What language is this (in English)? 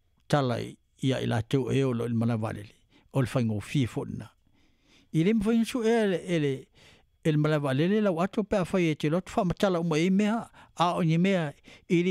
Samoan